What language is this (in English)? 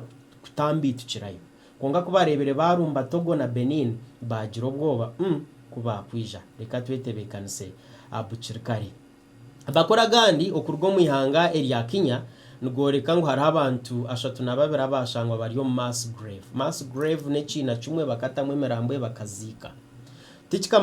Nyankole